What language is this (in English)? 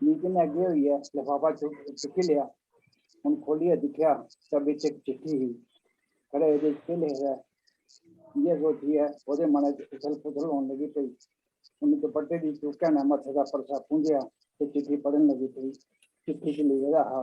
Dogri